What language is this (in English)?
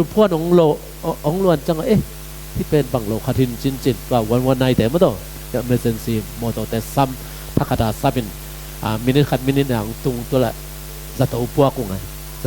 Tedim Chin